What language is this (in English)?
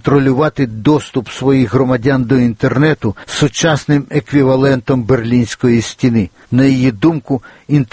Ukrainian